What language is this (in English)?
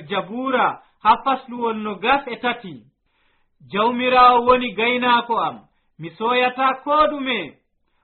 Nigerian Fulfulde